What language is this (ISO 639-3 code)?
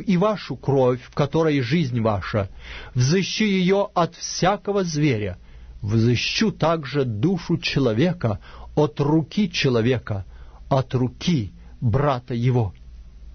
rus